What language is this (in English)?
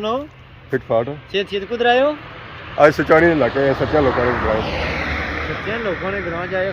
Pahari-Potwari